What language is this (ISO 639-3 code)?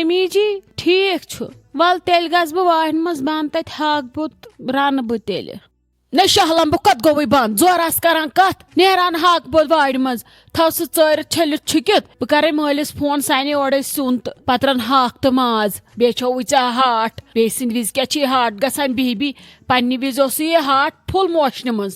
kas